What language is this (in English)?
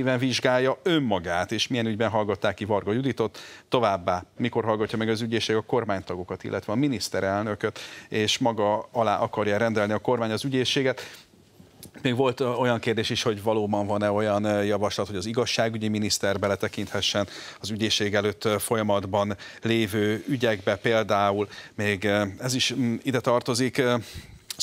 Hungarian